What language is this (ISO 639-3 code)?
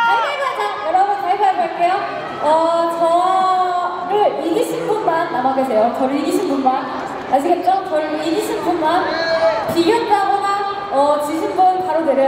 kor